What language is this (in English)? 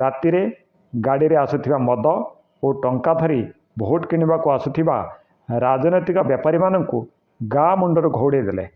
Odia